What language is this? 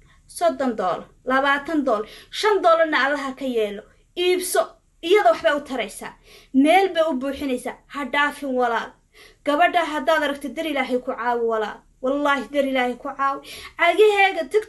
Somali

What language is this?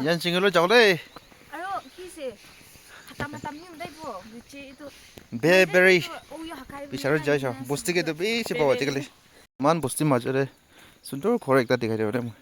Naga Pidgin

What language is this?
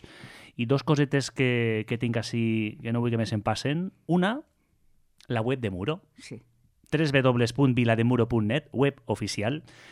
Catalan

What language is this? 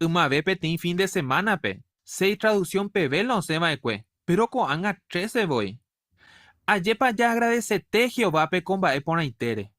Guarani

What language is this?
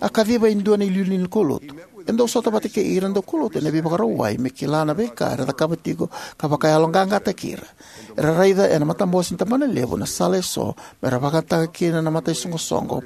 Fijian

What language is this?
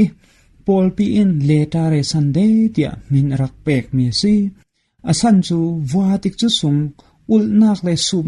Falam Chin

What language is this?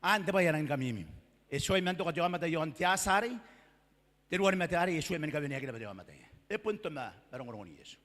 Gilbertese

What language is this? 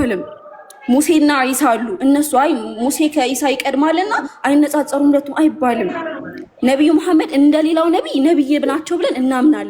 Amharic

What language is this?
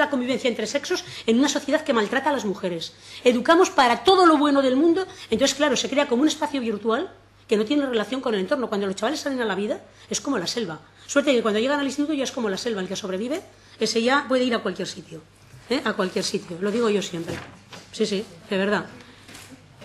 Spanish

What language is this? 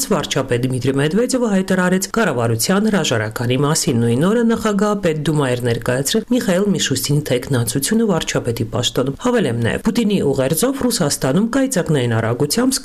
Armenian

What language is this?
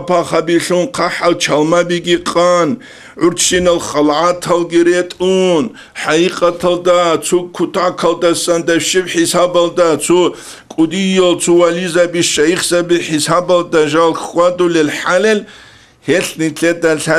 Avaric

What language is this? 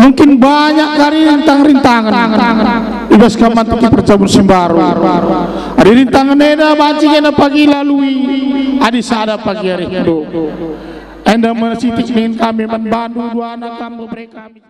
Batak Karo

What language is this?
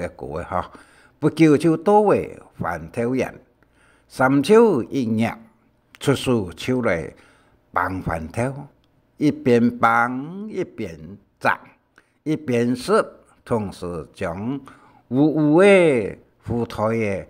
Hakka Chinese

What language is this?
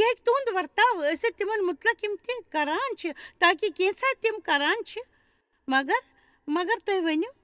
Kashmiri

